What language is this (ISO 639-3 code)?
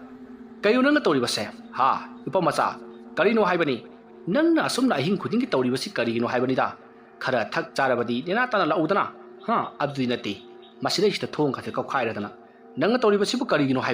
mni